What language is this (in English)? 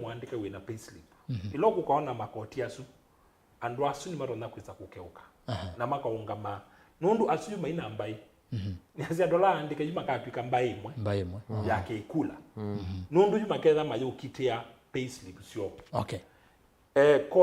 Kamba